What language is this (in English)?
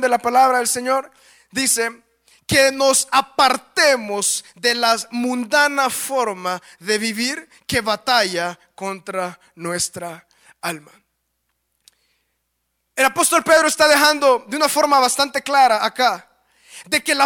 Spanish